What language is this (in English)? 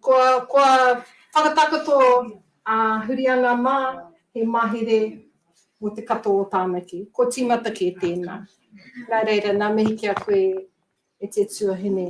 Māori